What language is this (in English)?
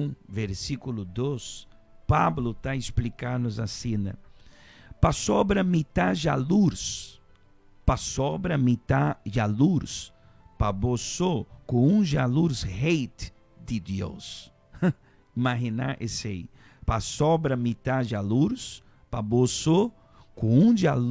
Papiamento